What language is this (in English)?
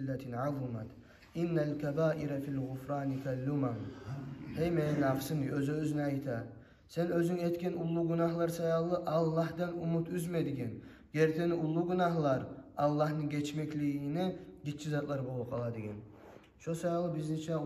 Kumyk